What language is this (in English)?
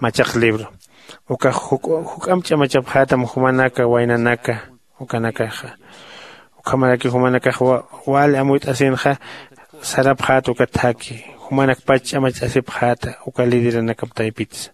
Aymara